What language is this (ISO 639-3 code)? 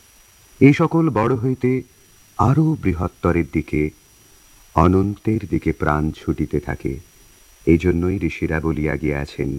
ben